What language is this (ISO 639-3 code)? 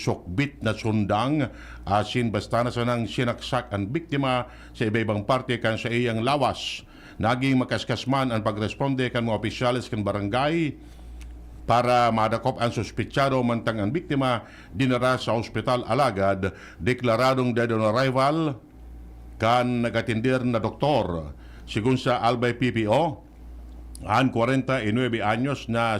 bik